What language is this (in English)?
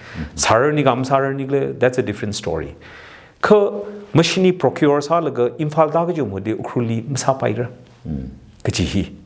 Tangkhul Naga (India)